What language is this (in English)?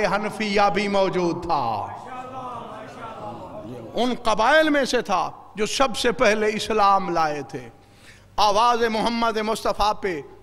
Urdu